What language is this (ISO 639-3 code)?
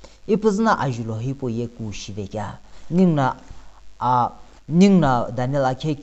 nsm